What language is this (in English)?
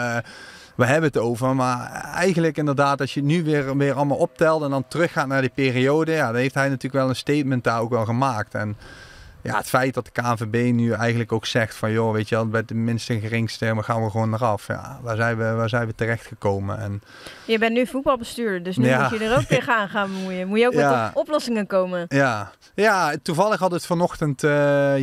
Dutch